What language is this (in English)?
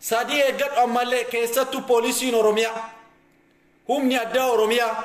Oromo